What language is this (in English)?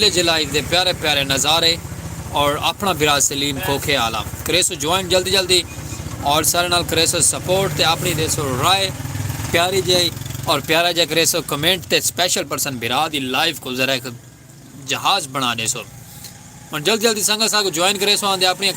Saraiki